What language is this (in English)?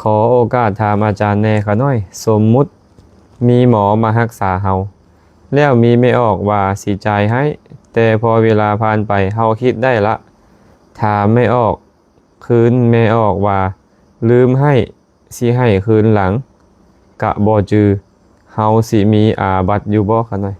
Lao